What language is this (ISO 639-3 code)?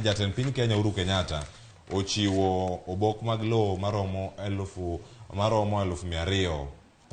luo